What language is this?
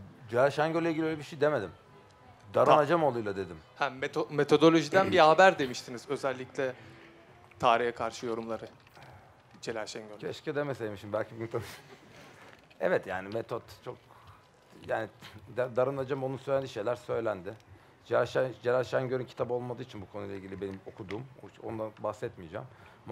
Turkish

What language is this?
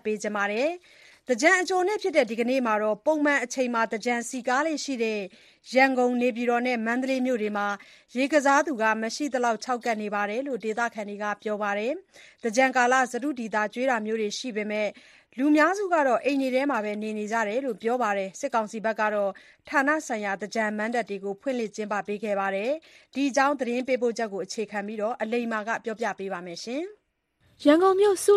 Burmese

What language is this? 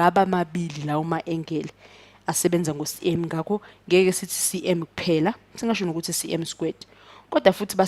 Zulu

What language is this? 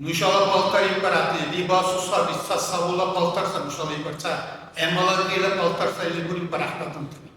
Dargwa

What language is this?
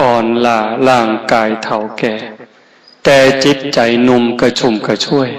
Northeastern Thai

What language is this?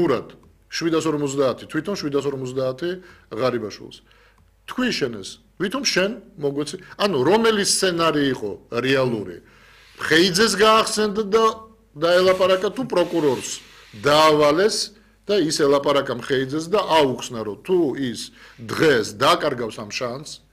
Georgian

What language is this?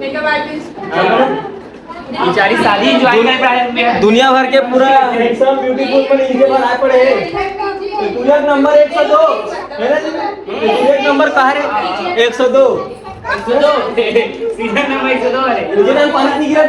Chhattisgarhi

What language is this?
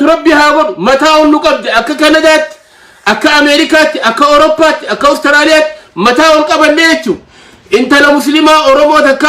Oromo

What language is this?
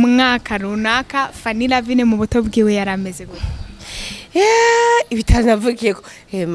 Rundi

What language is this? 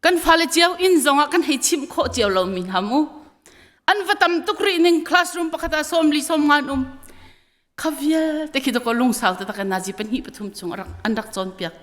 Hakha Chin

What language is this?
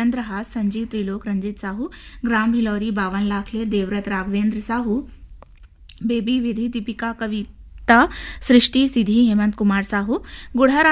Chhattisgarhi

